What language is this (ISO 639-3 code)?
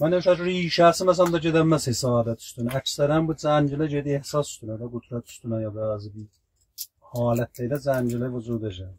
azb